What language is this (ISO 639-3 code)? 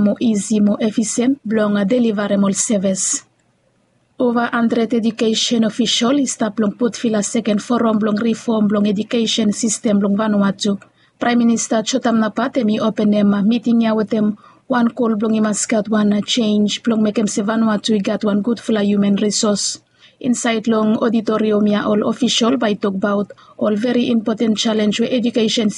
bis